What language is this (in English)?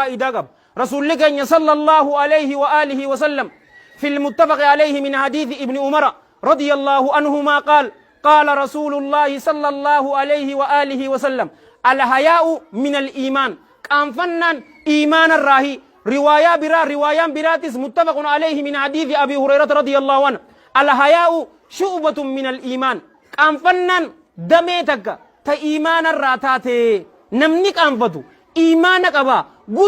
Oromo